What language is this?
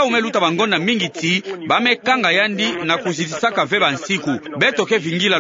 Kituba (Democratic Republic of Congo)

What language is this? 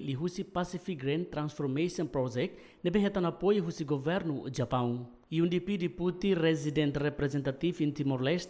Tetum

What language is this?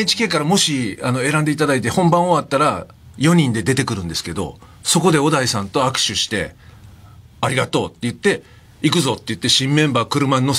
Japanese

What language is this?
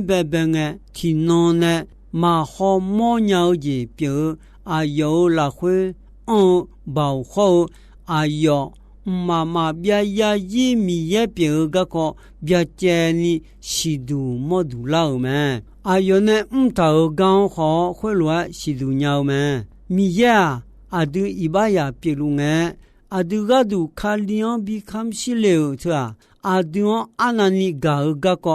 Akha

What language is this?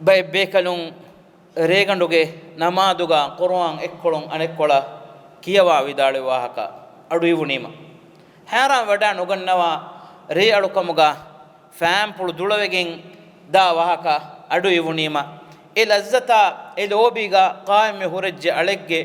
Divehi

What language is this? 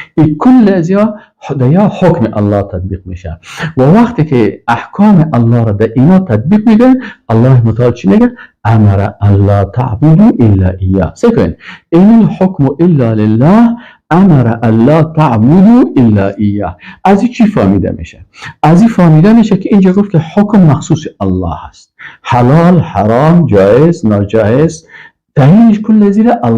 Persian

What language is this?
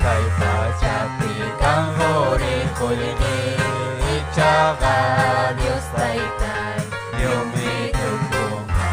Ayacucho Quechua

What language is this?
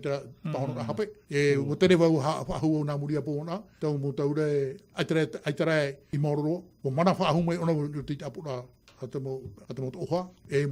Tahitian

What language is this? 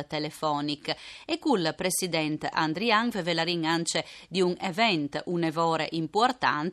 Friulian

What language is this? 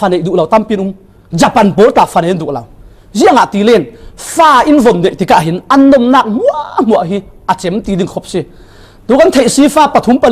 Falam Chin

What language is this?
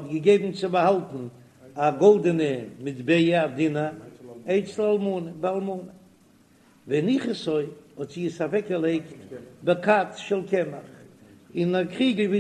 Yiddish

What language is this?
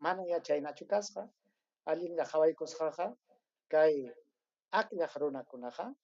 Ayacucho Quechua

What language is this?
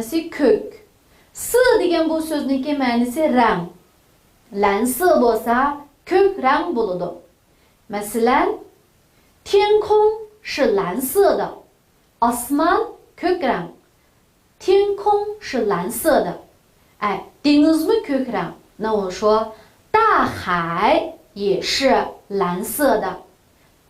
Uyghur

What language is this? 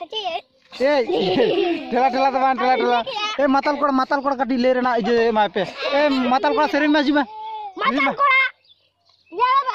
Santali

